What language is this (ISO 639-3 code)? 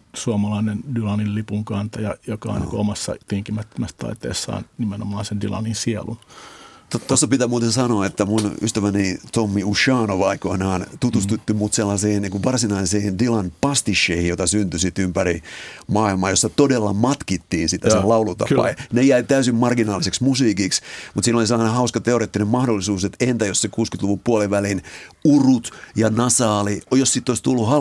fin